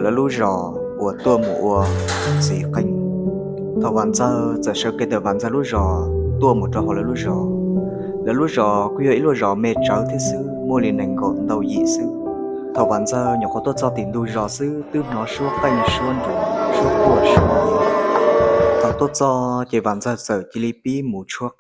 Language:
Hmong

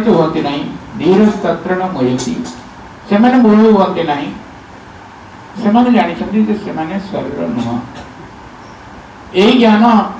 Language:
Odia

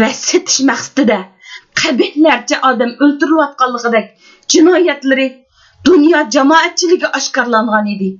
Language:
Uyghur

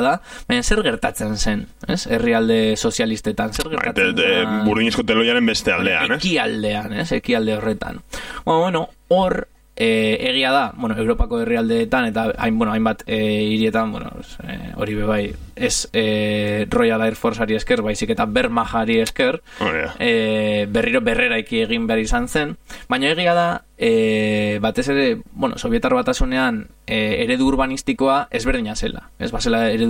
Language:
Basque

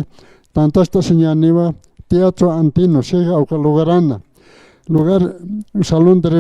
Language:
Aymara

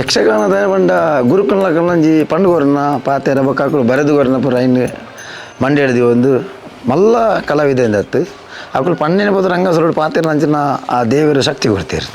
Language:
Tulu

